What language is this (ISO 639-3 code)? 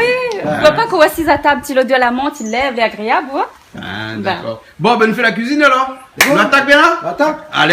rcf